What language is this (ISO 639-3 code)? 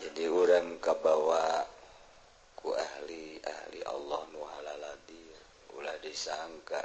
sun